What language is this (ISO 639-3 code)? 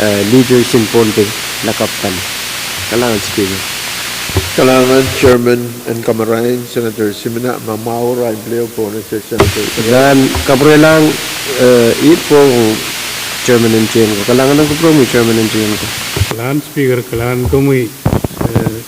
pon